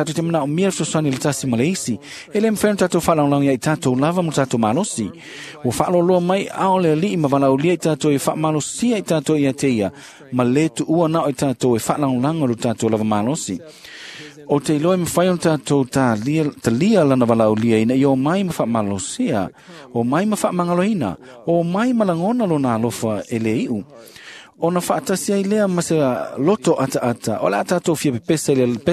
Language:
Samoan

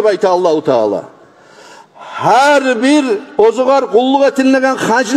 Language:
Kumyk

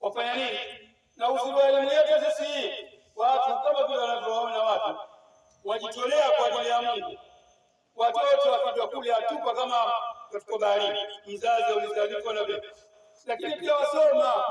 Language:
Swahili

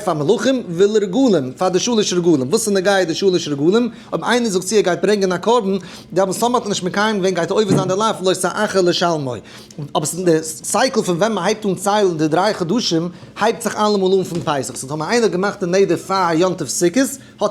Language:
Yiddish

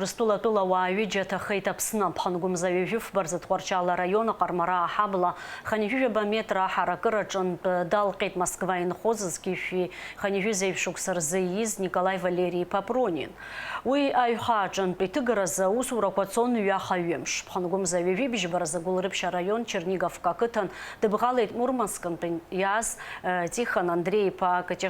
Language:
Abkhazian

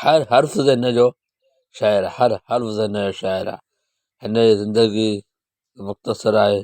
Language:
Sindhi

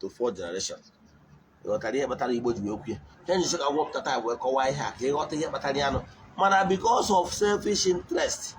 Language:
Igbo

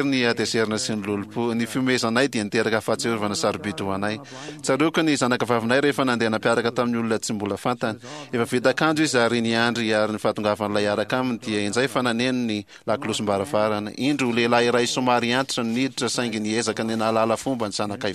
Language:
Malagasy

